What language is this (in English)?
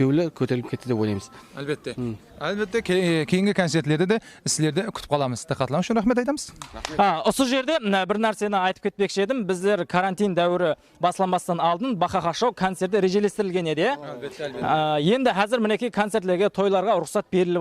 Kara-Kalpak